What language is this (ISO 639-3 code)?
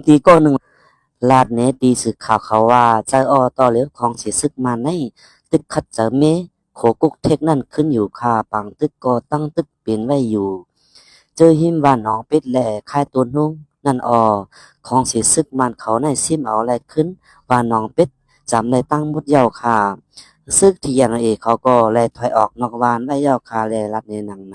shn